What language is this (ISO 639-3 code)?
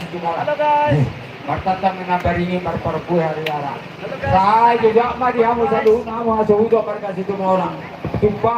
bbc